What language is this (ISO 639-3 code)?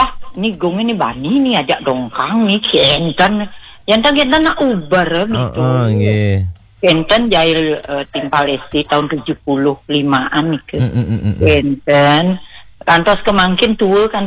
ban